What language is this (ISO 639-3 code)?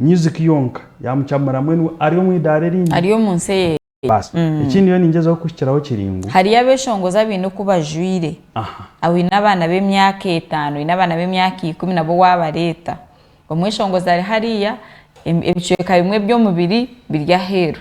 nyn